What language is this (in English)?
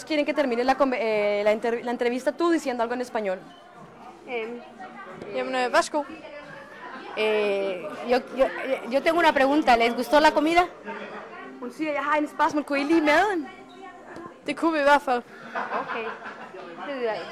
Danish